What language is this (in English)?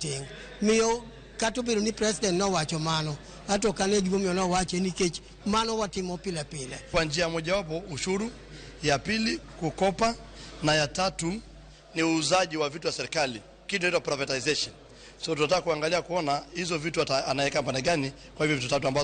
Luo (Kenya and Tanzania)